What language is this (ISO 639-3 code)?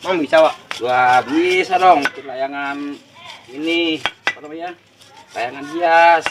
bew